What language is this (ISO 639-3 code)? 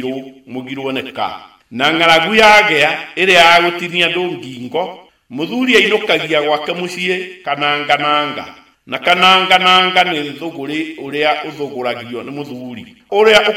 kik